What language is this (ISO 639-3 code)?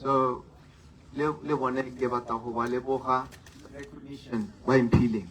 tsn